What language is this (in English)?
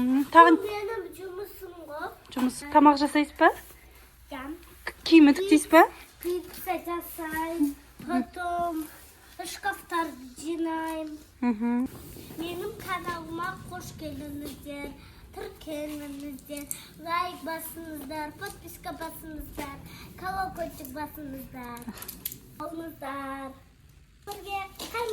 Kazakh